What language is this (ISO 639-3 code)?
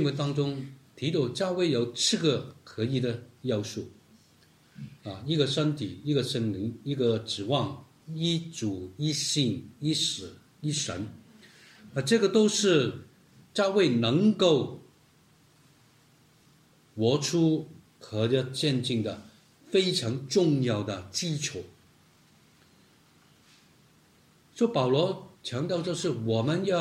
zho